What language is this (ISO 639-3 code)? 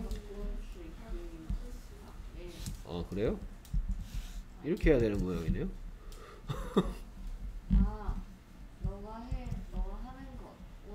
kor